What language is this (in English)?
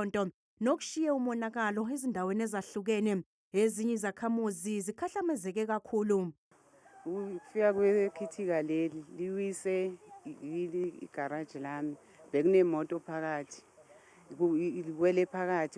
Zulu